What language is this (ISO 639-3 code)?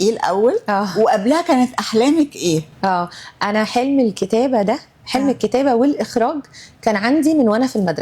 arz